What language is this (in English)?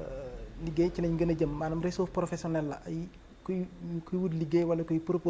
Wolof